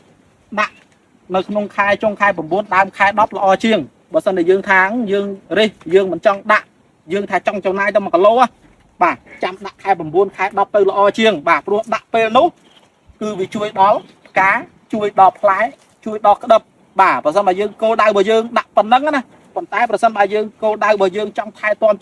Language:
Khmer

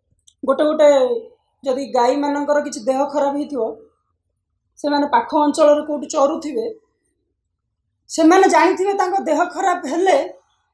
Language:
Odia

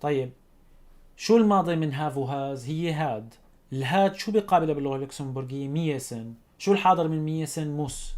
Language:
North Levantine Arabic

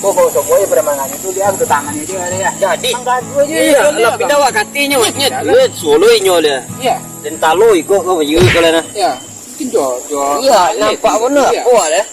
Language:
Minangkabau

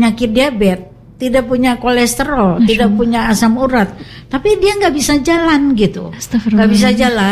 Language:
Indonesian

